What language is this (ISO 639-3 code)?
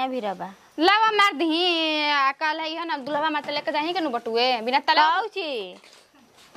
bho